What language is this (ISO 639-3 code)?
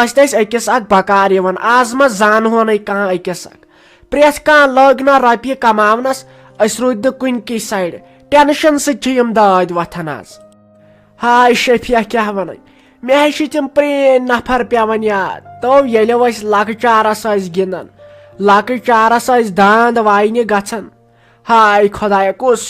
kas